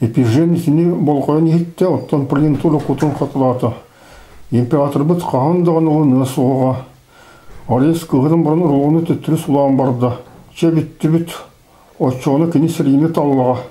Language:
Yakut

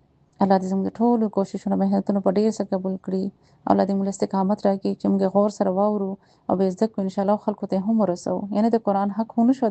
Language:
Pashto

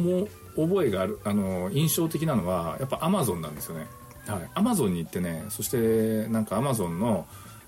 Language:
Japanese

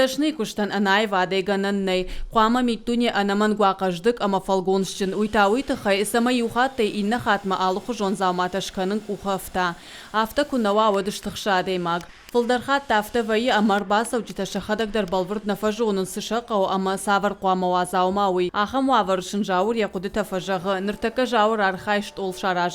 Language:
Ossetic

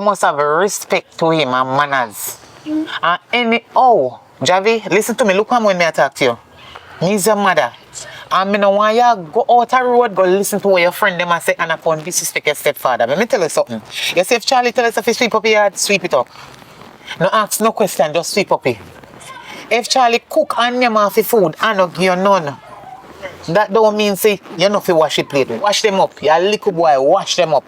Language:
Jamaican Creole English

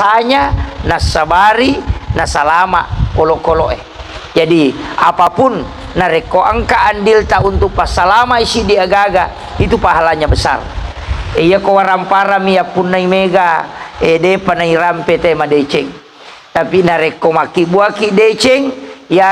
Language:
Buginese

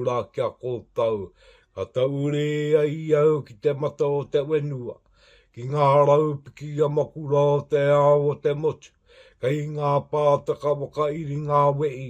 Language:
Māori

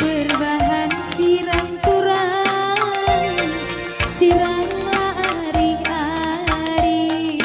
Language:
Batak Karo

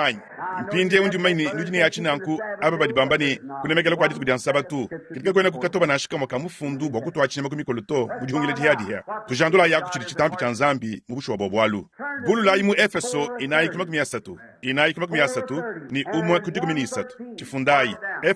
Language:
Luba-Lulua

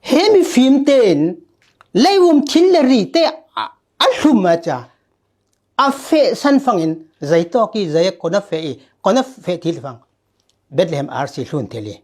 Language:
Falam Chin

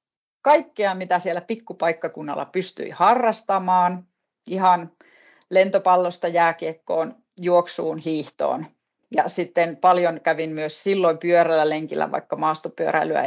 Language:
Finnish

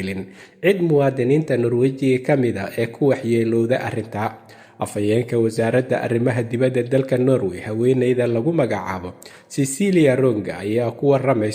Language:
Somali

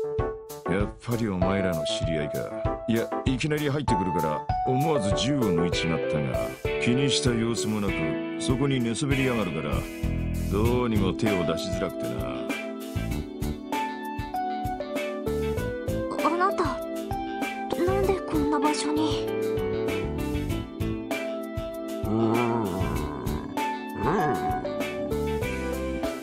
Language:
Japanese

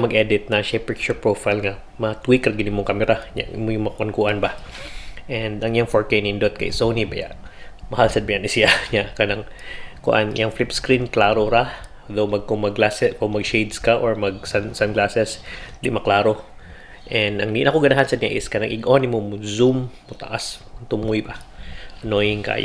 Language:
Cebuano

